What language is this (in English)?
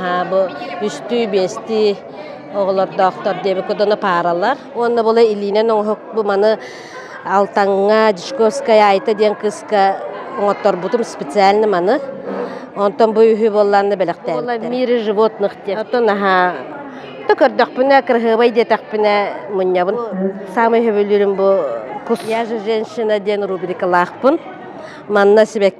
Yakut